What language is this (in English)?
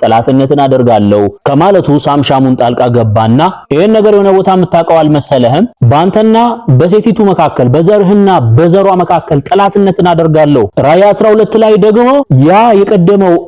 Amharic